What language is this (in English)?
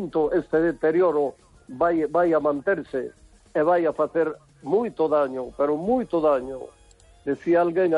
Galician